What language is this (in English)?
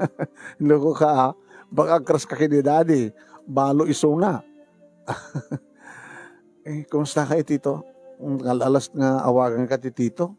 Iloko